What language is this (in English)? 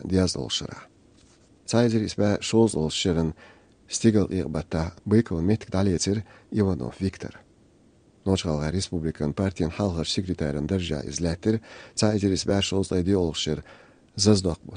Chechen